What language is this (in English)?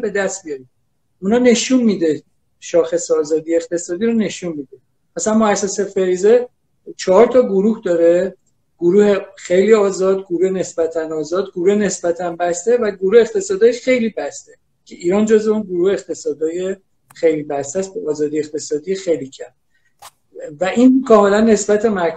Persian